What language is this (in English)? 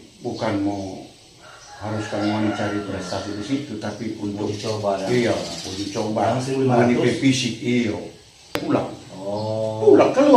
Manado Malay